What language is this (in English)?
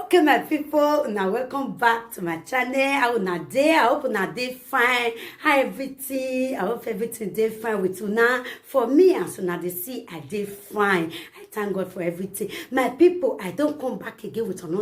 Nigerian Pidgin